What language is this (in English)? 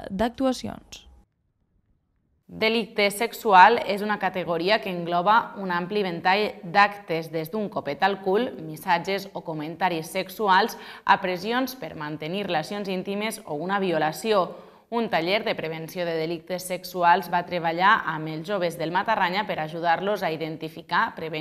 Catalan